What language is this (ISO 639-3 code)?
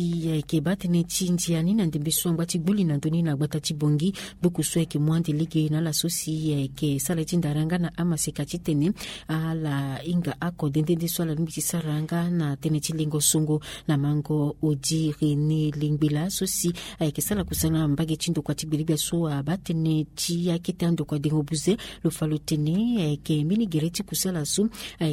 sag